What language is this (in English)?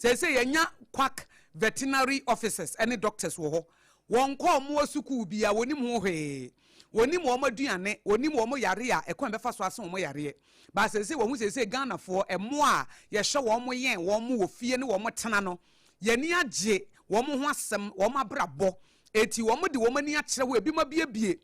Akan